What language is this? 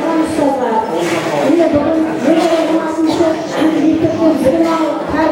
Kara-Kalpak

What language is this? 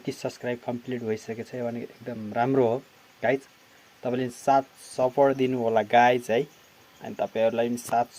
Nepali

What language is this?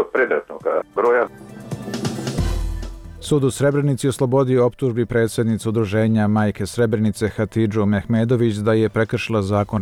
Bosnian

